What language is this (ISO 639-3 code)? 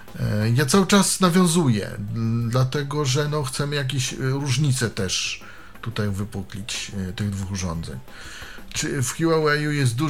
pol